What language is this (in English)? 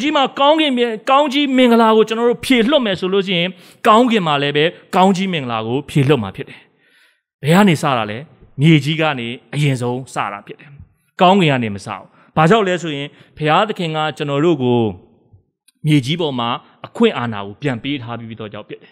Burmese